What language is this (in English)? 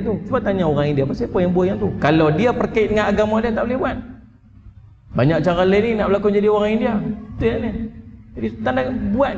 Malay